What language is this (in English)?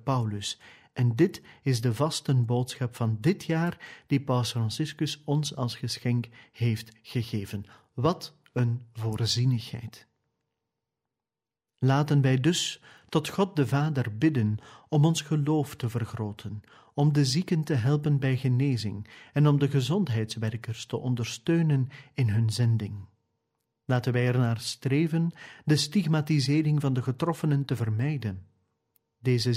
Dutch